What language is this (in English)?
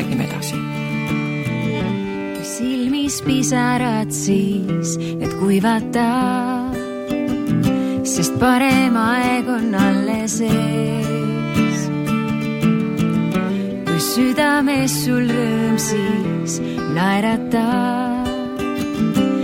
Estonian